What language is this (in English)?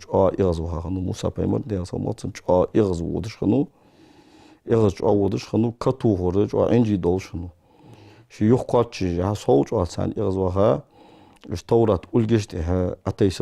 Ingush